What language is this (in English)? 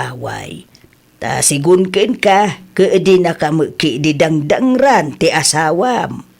Iloko